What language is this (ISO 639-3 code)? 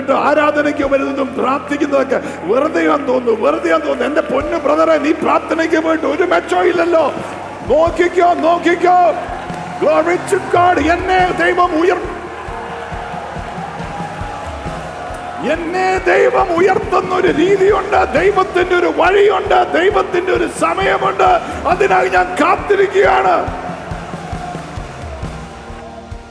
mal